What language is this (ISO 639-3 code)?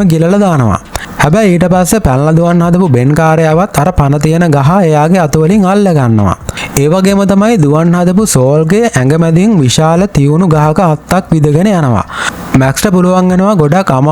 sin